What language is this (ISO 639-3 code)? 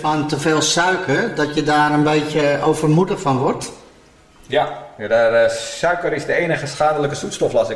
nld